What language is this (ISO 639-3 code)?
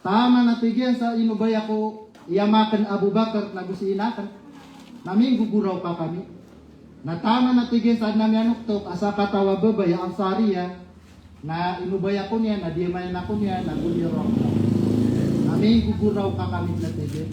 mrw